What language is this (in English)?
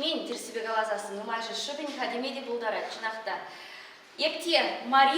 Chuvash